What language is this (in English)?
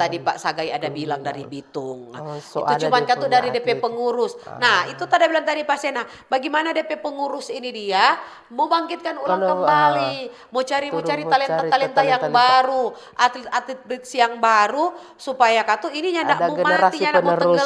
Manado Malay